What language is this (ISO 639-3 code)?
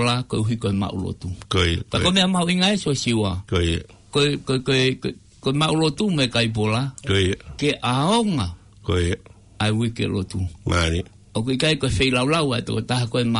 ton